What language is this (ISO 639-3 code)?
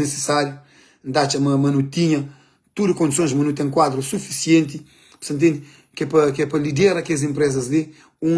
kea